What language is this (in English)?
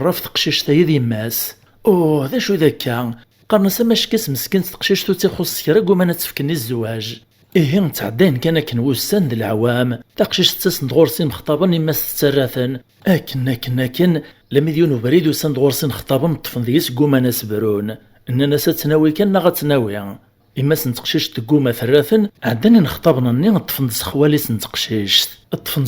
Kabyle